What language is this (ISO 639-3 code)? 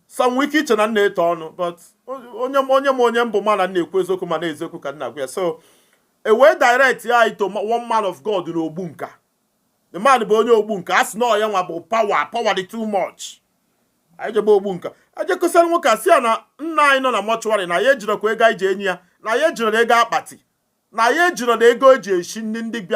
ibo